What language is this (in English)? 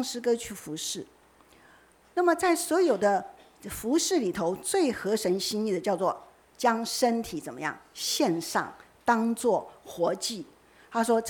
Chinese